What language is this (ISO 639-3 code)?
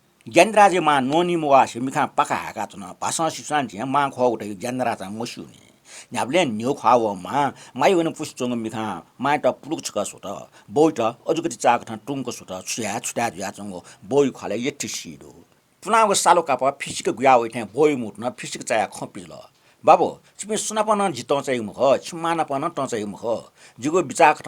new